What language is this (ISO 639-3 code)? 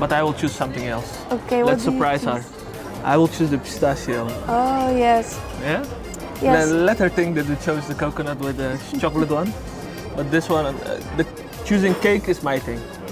fas